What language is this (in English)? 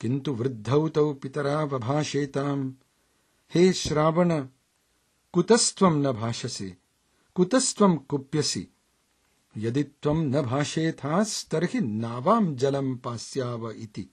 Sanskrit